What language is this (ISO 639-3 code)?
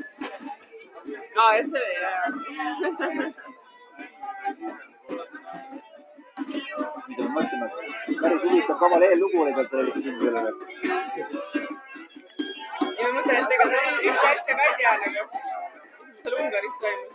est